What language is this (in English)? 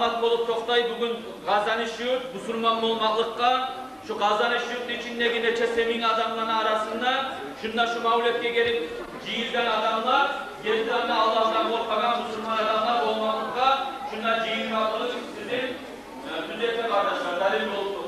Kumyk